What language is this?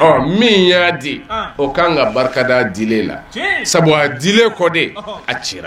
Bambara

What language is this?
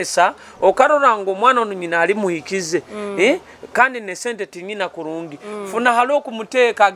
Nyoro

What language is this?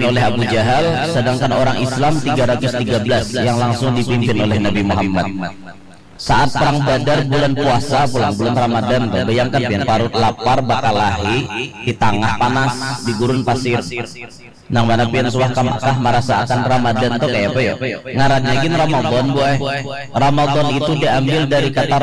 Banjar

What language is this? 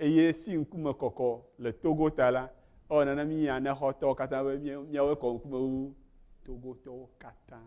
Ewe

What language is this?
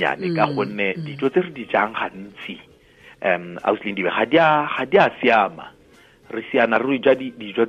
Tswana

